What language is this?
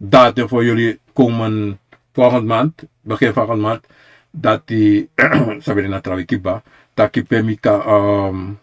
Sranan Tongo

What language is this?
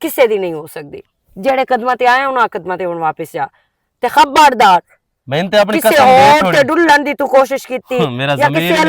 Western Panjabi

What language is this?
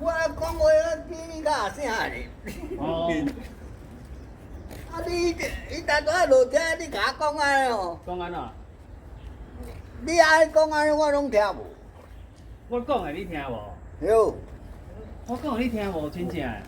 Min Nan Chinese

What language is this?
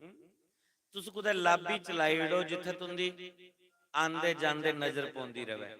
Dogri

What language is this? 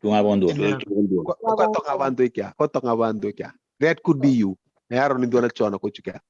Fijian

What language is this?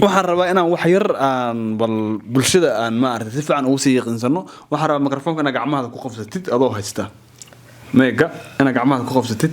Somali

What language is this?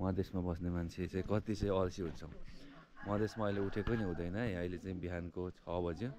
Nepali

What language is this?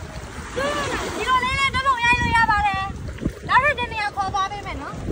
Burmese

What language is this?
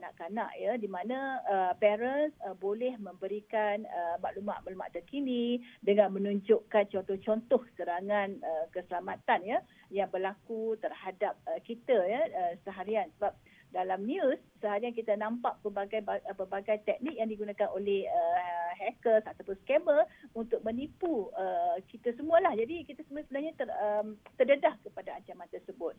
Malay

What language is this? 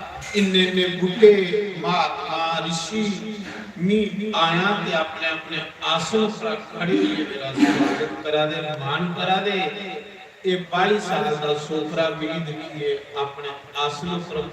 Dogri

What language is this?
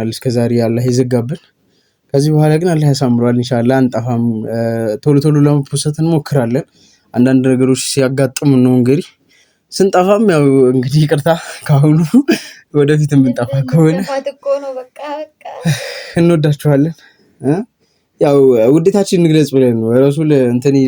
Amharic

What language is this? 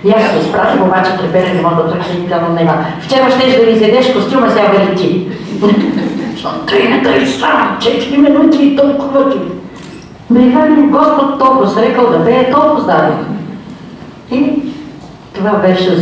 Bulgarian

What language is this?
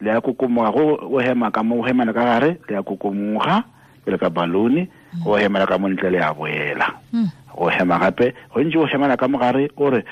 Tswana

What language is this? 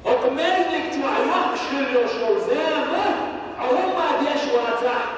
Chechen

